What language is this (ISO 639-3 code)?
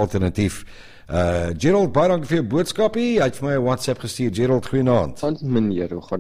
afr